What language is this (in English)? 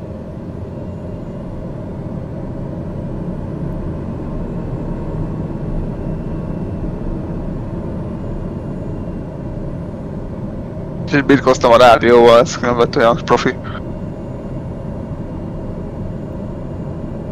Hungarian